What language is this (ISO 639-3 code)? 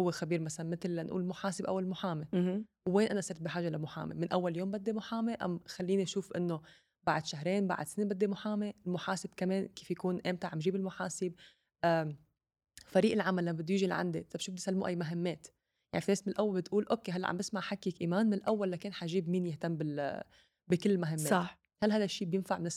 apc